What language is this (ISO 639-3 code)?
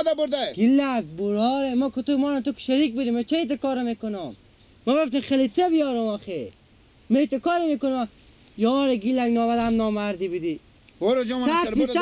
fas